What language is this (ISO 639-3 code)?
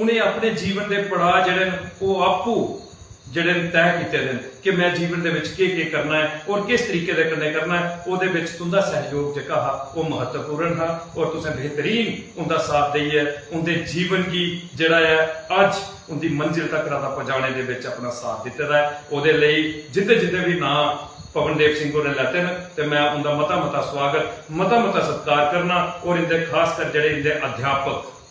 doi